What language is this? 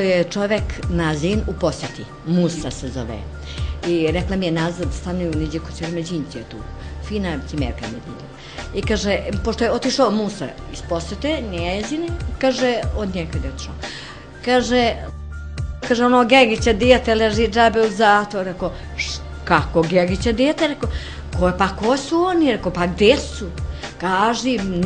Bosnian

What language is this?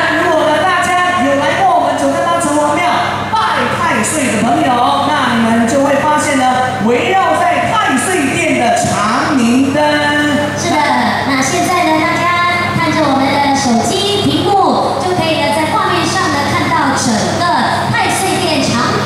Chinese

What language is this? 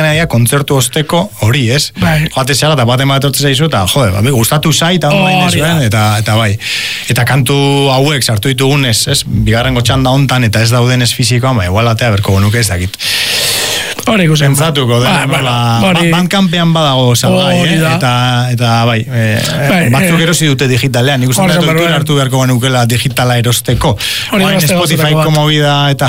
Basque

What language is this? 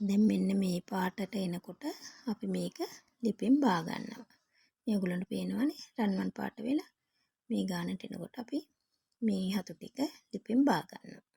Sinhala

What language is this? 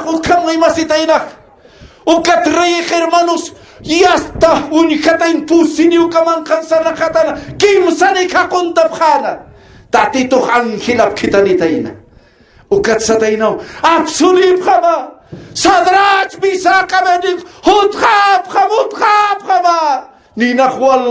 Aymara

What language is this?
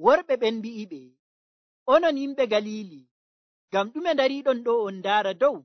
Nigerian Fulfulde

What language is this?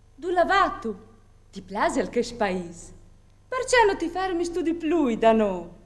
Friulian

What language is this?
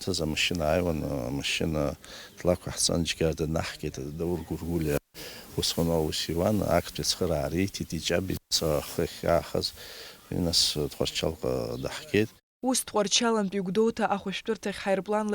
Abkhazian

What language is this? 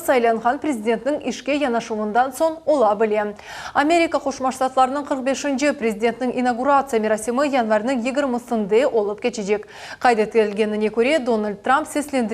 Crimean Tatar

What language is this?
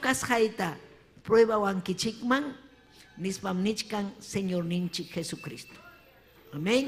Ayacucho Quechua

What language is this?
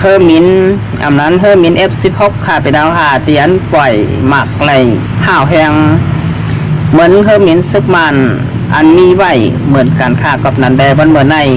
Shan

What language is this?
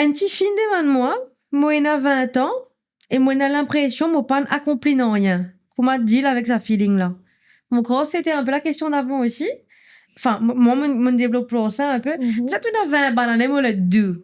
Morisyen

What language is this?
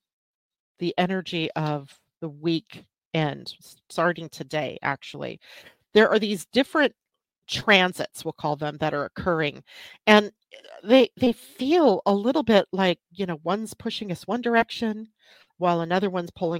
English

